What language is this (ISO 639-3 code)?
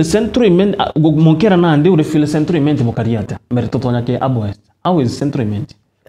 mer